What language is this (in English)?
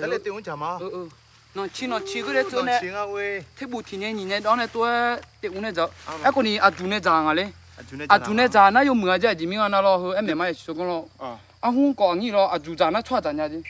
Akha